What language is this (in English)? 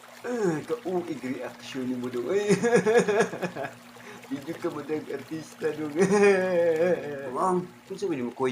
Cebuano